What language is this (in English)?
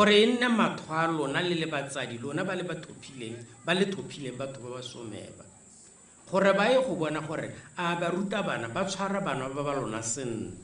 Tswana